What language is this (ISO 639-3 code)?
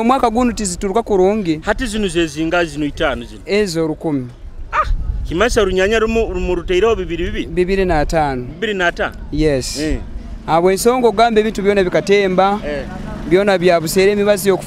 nyo